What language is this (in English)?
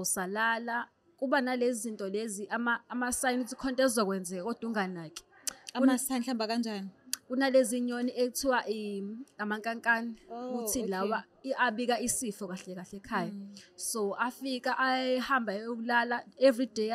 Zulu